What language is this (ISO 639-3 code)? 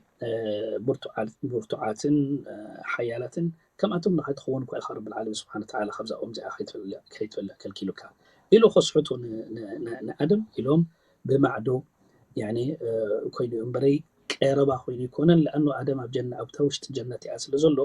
tir